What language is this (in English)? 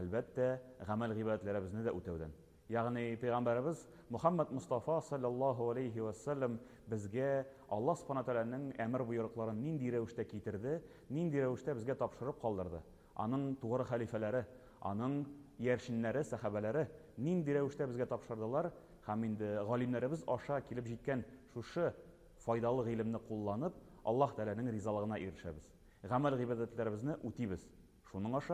Tatar